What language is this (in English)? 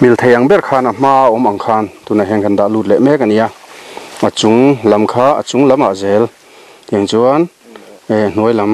Mizo